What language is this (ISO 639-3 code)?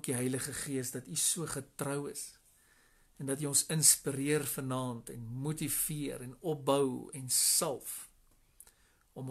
afr